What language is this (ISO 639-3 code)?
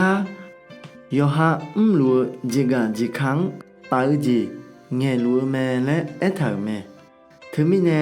ahk